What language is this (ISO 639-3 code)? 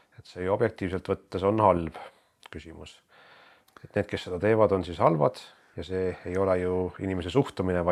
est